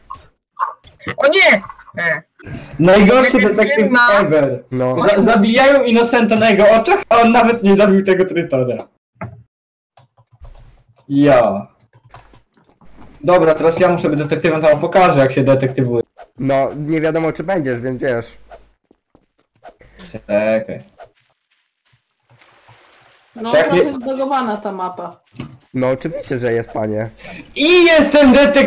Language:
Polish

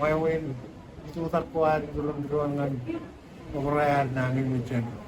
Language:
Marshallese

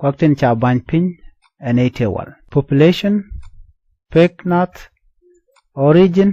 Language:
Nuer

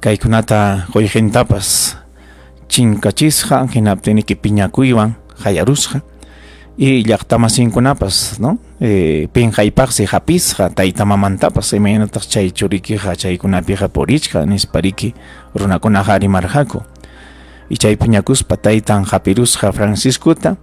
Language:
Ayacucho Quechua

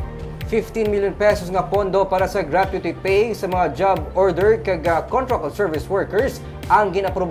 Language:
Hiligaynon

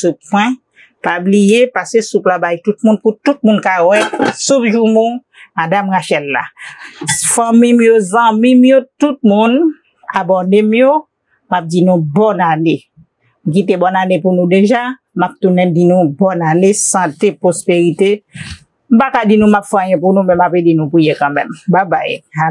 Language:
Haitian Creole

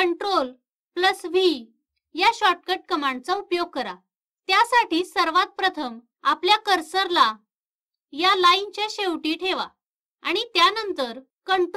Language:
Marathi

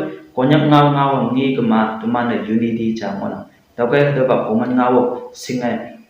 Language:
Konyak Naga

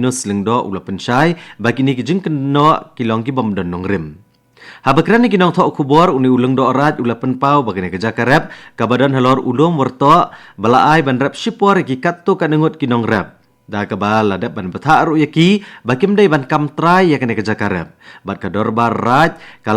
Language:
Khasi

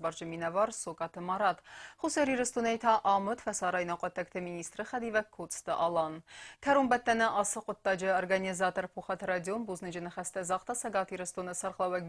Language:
Ossetic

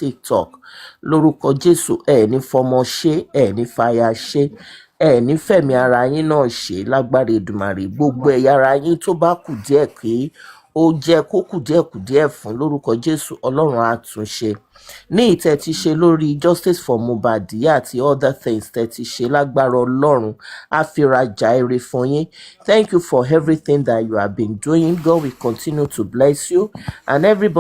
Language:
Yoruba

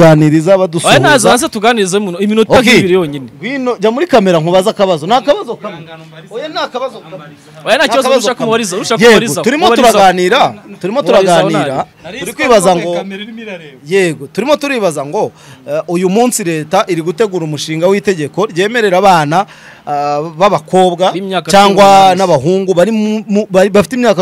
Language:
Kinyarwanda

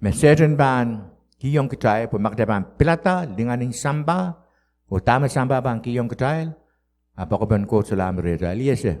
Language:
Pohnpeian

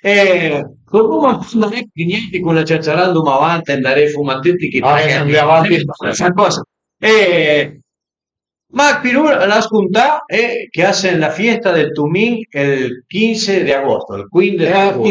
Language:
Piedmontese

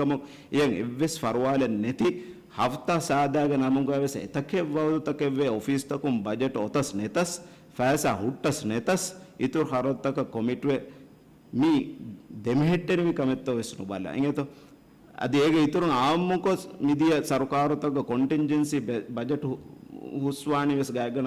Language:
Divehi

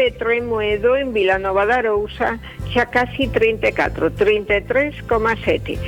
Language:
Galician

